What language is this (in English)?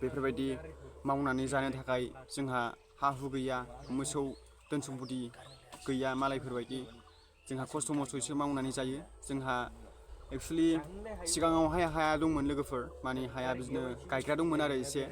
Bodo